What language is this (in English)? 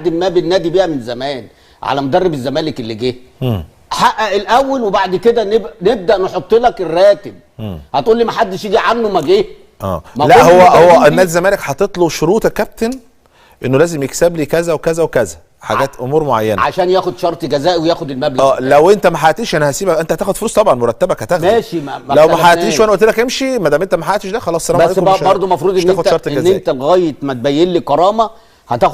Egyptian Arabic